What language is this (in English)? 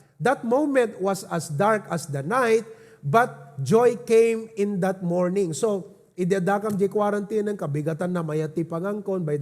Iloko